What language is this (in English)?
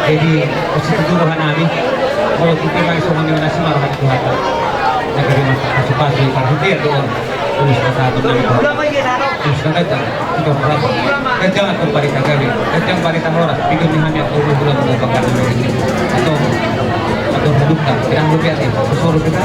Batak Toba